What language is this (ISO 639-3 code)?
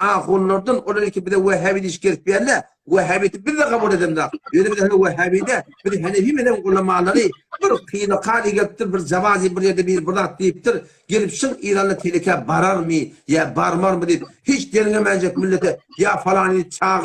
tuk